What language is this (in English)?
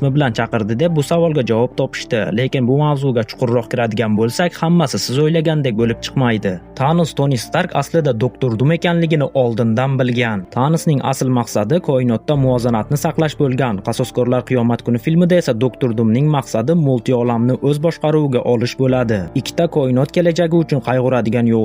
Uzbek